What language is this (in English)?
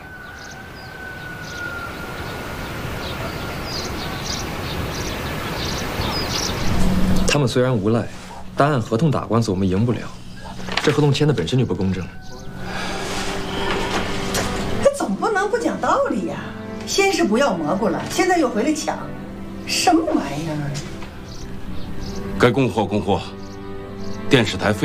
Chinese